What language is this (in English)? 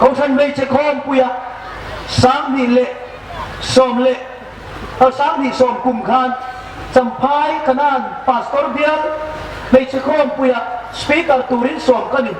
Hmar